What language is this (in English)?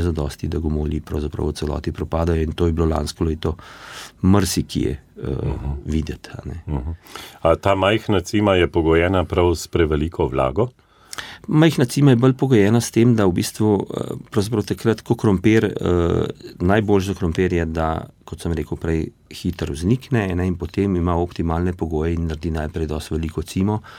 Slovenian